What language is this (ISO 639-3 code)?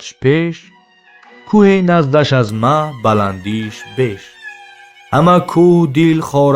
tgk